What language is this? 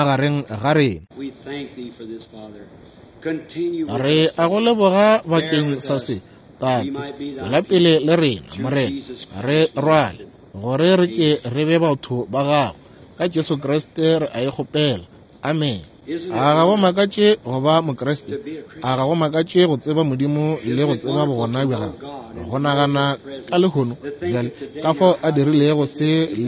Northern Sotho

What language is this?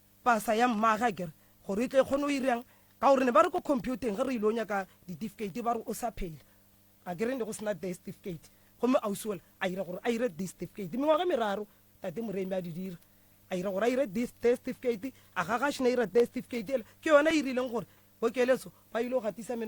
Northern Sotho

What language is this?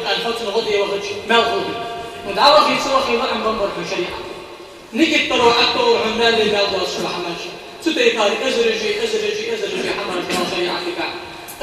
Ingush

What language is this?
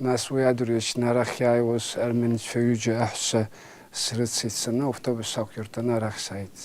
Abkhazian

